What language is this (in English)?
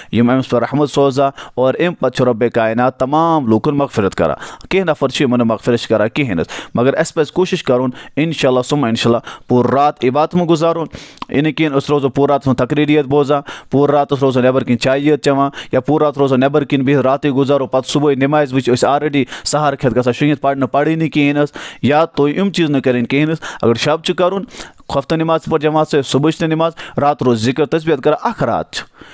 Kashmiri